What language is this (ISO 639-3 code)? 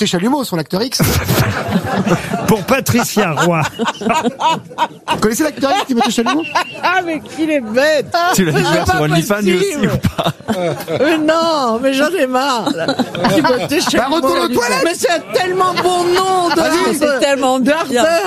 fra